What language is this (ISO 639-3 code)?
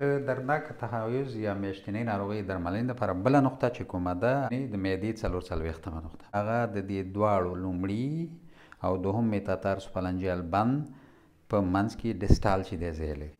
pus